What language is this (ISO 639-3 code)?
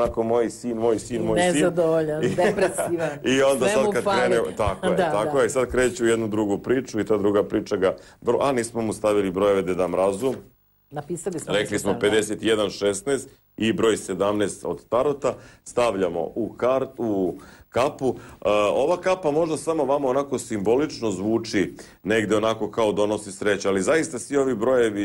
srp